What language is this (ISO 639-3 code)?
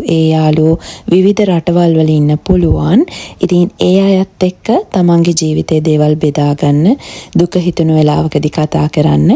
sin